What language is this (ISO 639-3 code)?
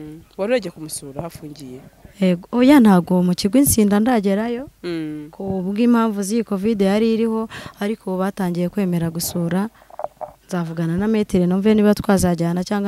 kin